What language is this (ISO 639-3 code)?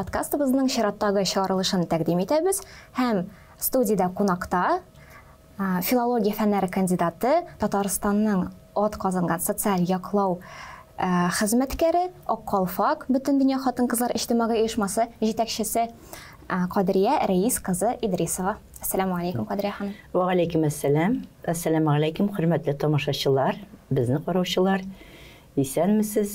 tat